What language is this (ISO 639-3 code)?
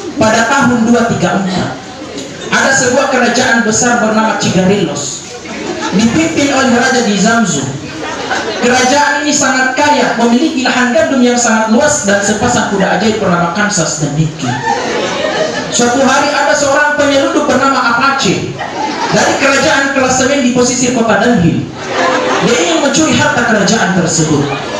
ind